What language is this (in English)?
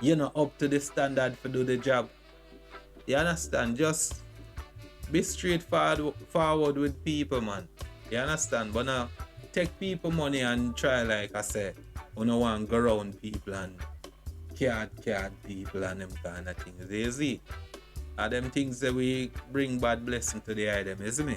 Jamaican Creole English